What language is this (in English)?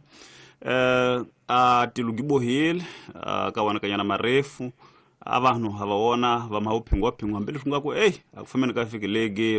Tsonga